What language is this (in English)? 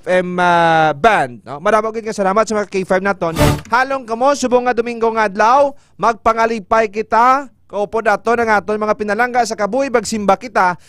Hiligaynon